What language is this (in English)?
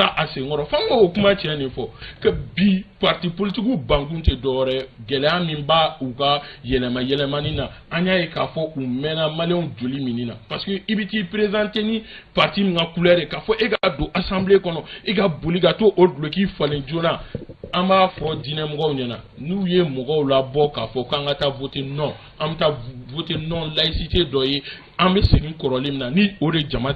Bambara